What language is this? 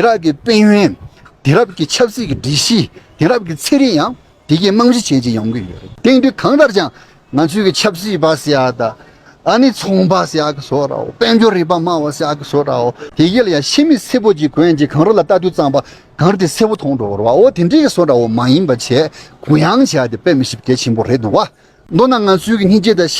Tibetan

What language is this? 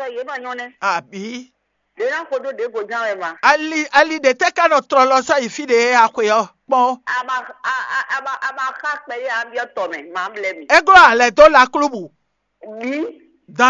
Fon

